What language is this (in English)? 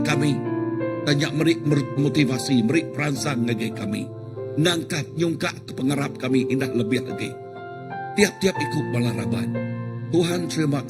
Iban